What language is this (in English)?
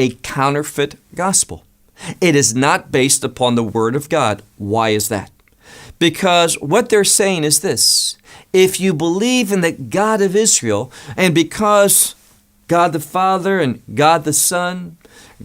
English